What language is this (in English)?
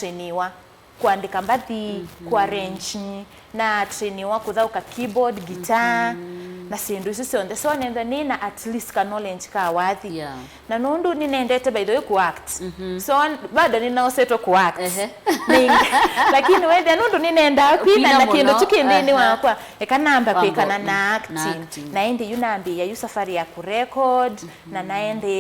Kamba